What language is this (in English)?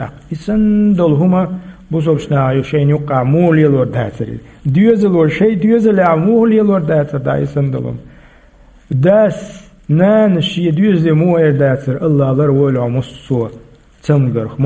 Chechen